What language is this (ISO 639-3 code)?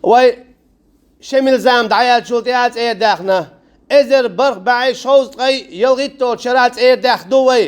che